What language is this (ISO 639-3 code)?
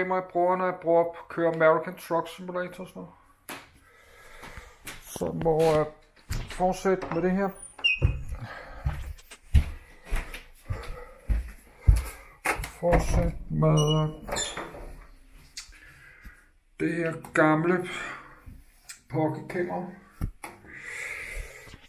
dan